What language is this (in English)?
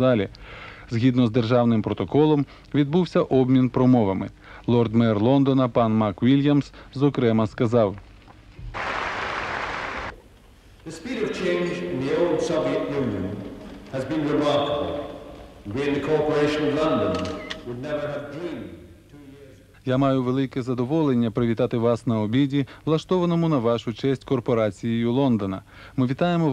Ukrainian